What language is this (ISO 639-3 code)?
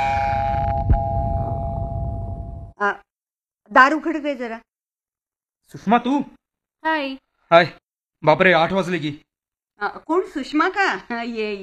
mar